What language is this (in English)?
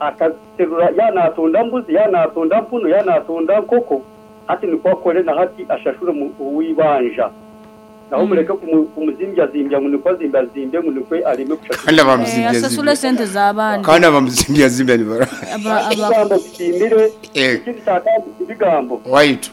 Nyankole